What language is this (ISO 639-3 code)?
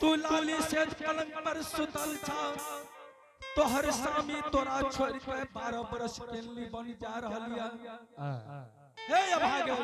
anp